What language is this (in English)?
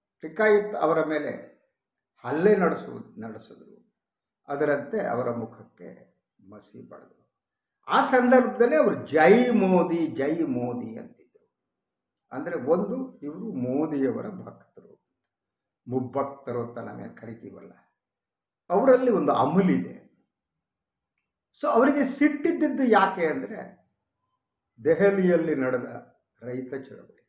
Kannada